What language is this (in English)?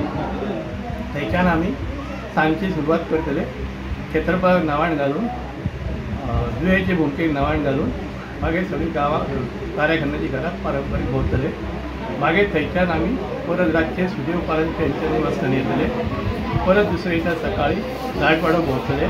Konkani